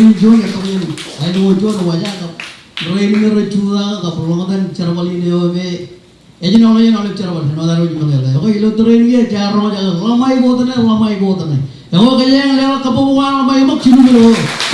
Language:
Marshallese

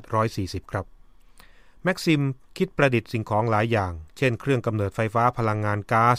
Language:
Thai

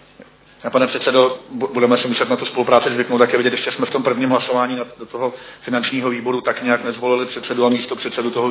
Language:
Czech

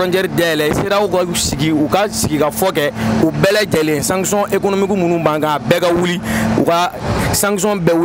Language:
Bambara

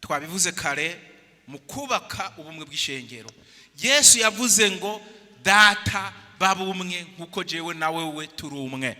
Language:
Rundi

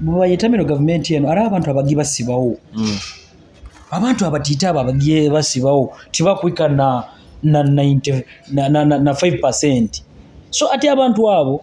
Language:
Nyoro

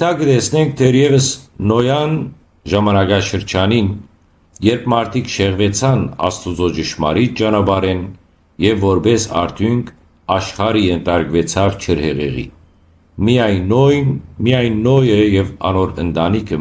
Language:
Western Armenian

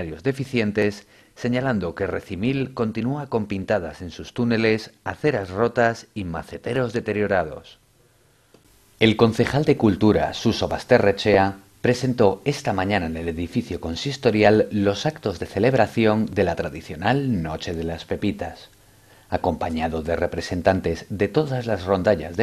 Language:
Spanish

